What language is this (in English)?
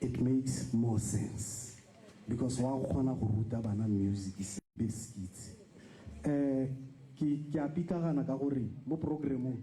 Tswana